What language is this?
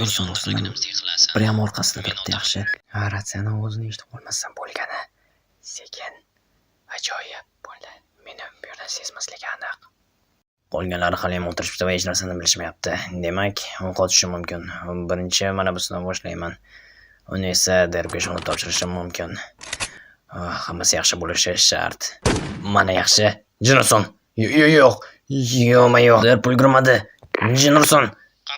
Uzbek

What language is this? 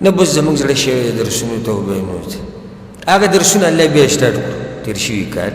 Pashto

